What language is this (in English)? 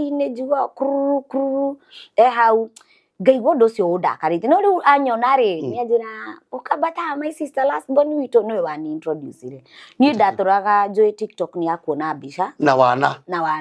Kikuyu